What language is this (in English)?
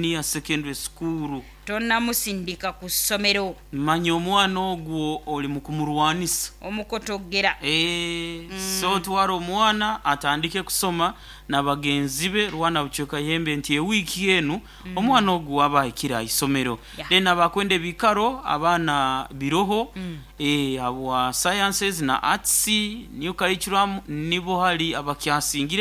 Nyoro